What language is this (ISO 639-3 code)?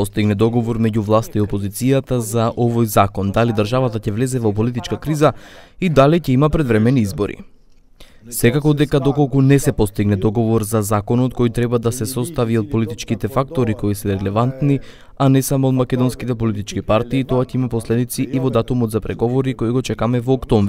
mkd